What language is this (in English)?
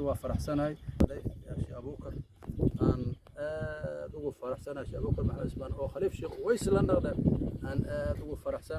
Somali